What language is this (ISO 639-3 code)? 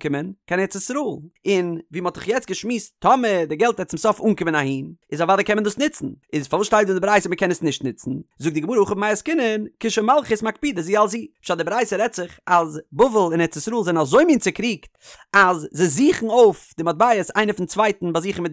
yid